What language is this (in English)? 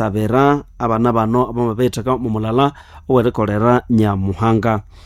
Nande